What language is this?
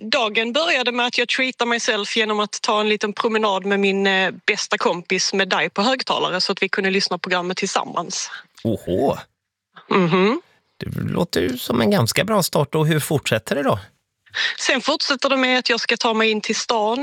Swedish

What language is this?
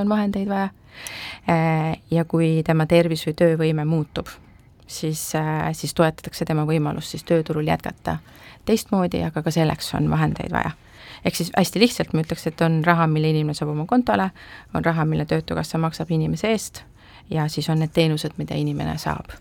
Estonian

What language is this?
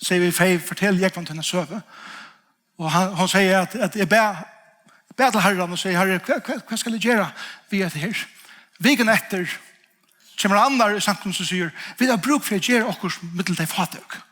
Faroese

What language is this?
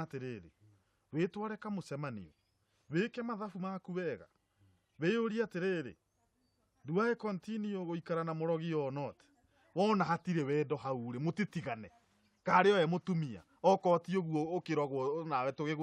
Kikuyu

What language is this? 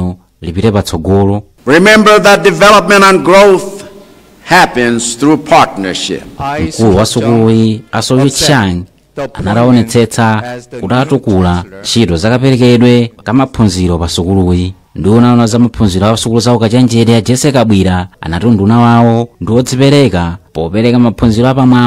Nyanja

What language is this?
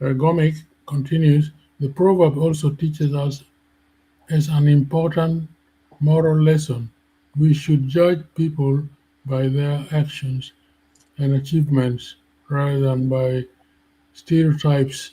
Acoli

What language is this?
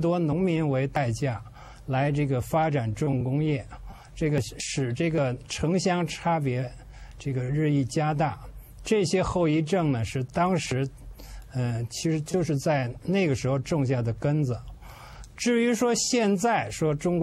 Chinese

